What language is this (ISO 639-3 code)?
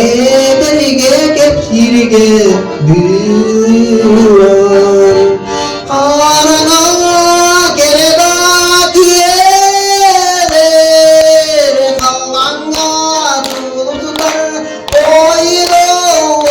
sah